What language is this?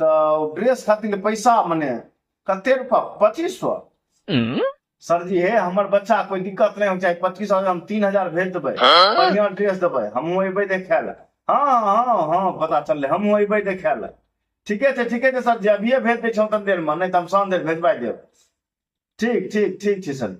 Maithili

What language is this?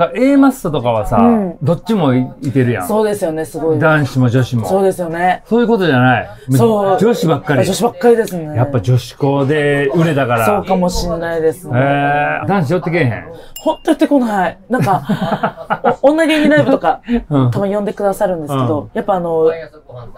Japanese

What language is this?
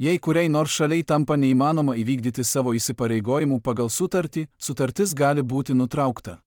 Lithuanian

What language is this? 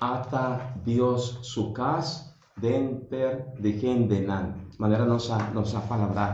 Papiamento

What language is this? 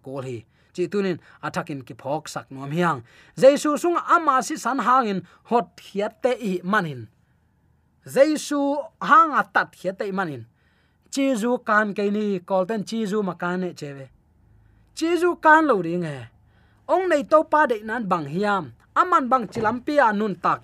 Tedim Chin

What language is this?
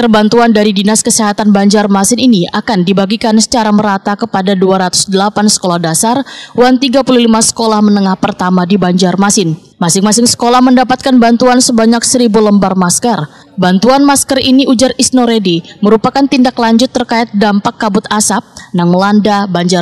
Banjar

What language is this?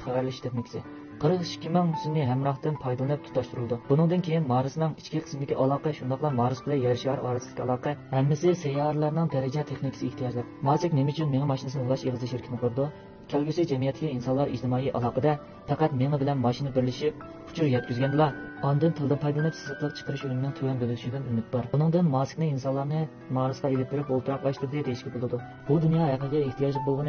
Uyghur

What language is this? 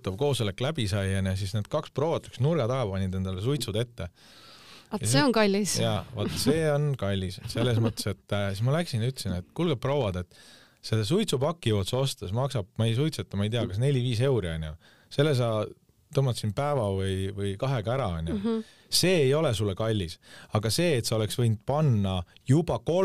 Estonian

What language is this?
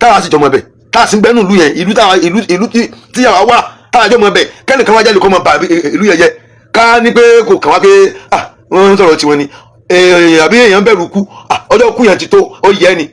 Yoruba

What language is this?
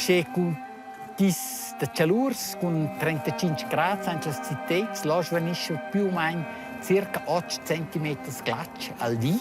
Romansh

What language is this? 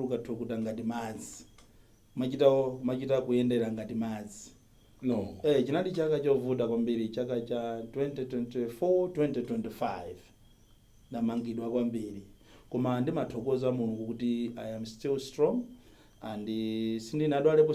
Nyanja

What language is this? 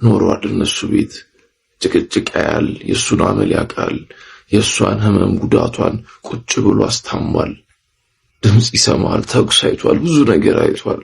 Amharic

